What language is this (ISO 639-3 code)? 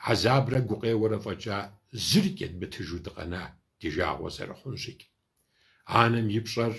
kbd